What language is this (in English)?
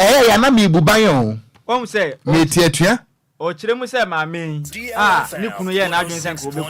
Akan